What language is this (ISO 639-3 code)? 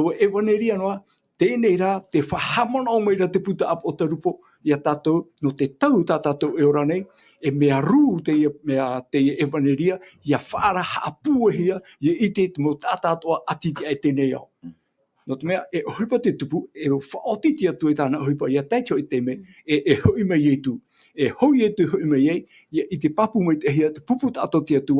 tah